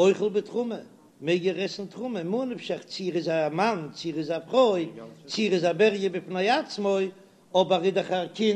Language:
Yiddish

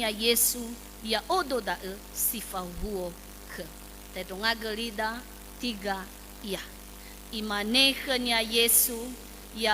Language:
Nias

